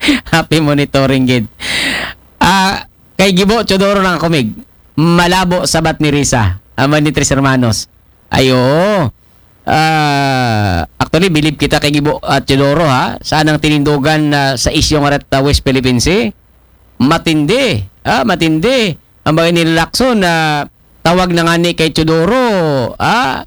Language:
Aklanon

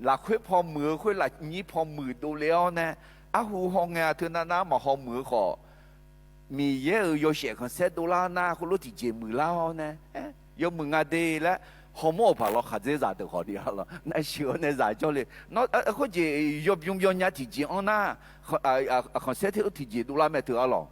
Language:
Akha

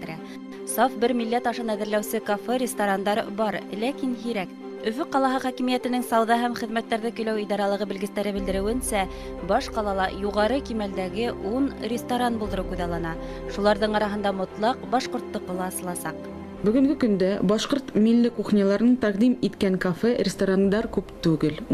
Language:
Bashkir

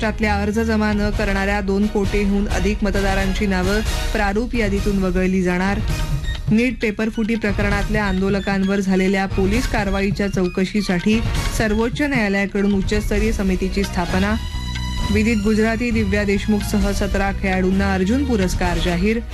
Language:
Marathi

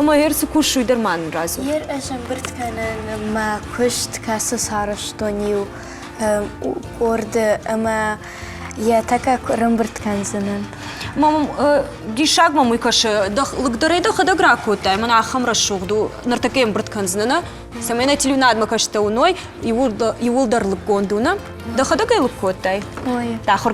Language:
Ossetic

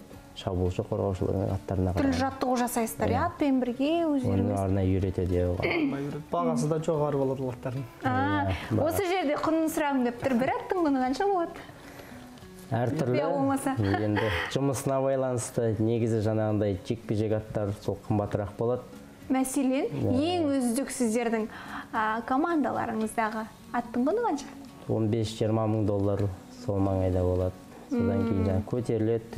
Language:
Kazakh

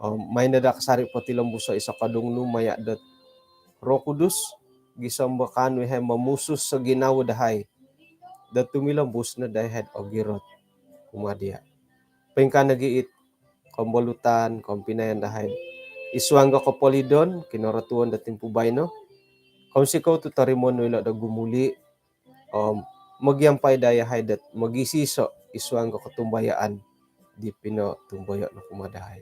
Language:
Central Dusun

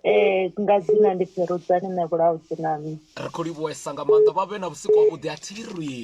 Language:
Venda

